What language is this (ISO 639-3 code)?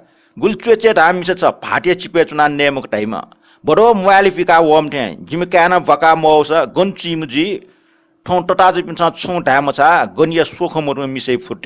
new